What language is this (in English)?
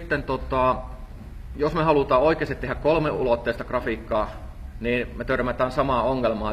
Finnish